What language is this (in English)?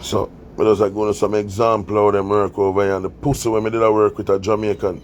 Jamaican Creole English